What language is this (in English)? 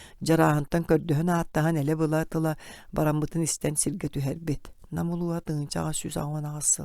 Yakut